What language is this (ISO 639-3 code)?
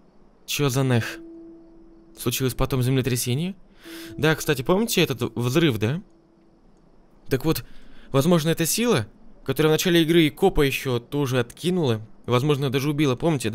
rus